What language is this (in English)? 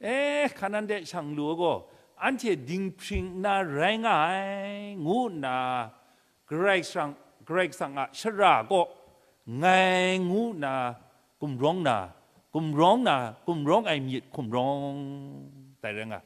Kachin